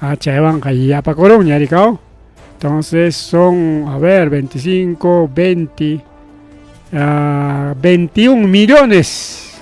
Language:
Ayacucho Quechua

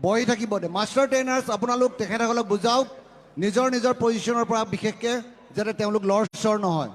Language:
Assamese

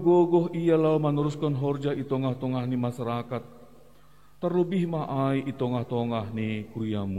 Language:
Batak Simalungun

